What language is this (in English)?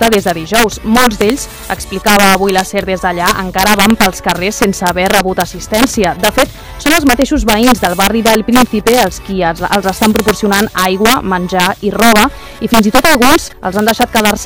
Catalan